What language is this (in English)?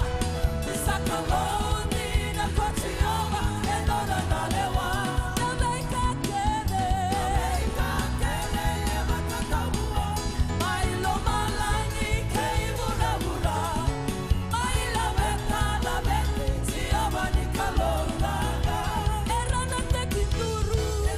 Fijian